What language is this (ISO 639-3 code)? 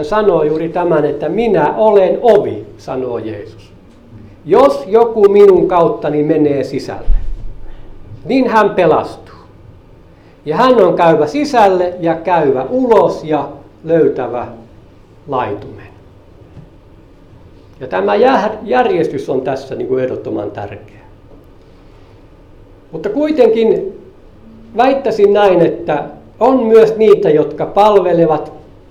fin